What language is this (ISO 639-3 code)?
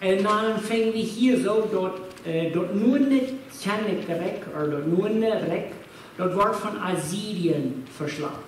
pdt